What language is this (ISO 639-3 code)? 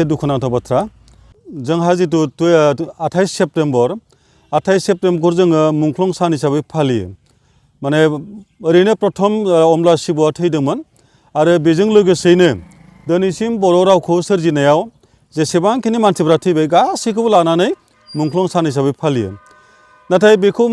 brx